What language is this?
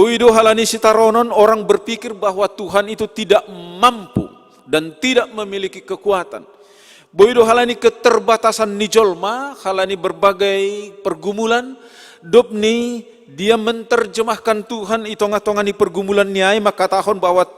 Batak Simalungun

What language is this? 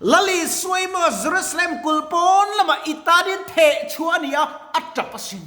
Mizo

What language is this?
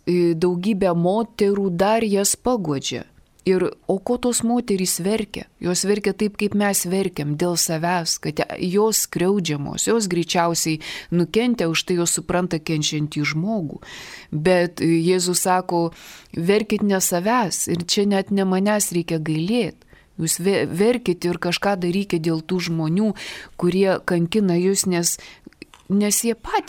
Lithuanian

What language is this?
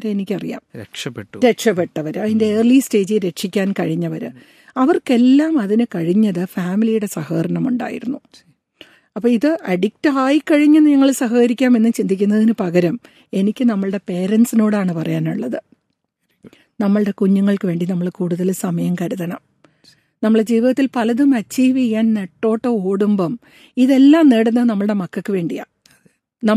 Malayalam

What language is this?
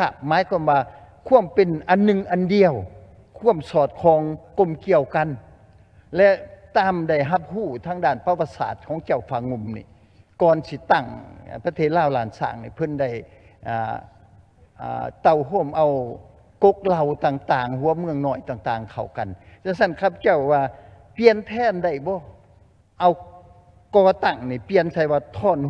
Lao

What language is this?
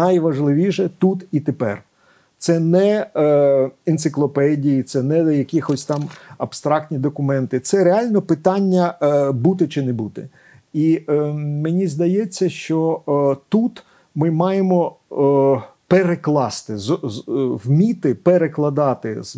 Ukrainian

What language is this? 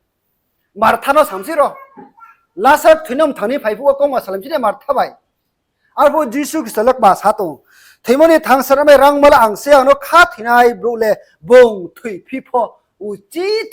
Riang (India)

